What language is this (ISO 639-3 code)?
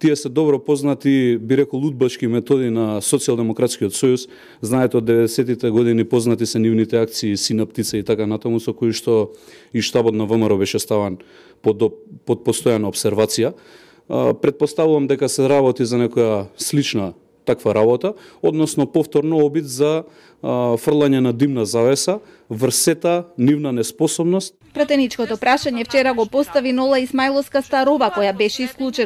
mkd